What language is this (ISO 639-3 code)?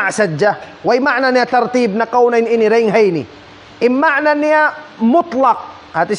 tsg